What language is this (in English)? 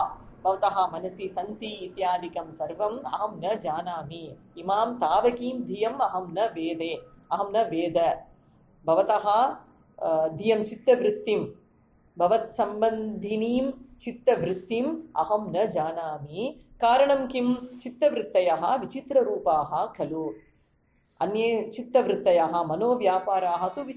Sanskrit